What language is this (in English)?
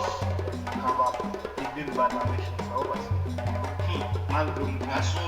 Haitian Creole